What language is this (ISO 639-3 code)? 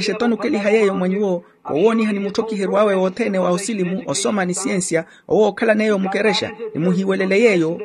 vmw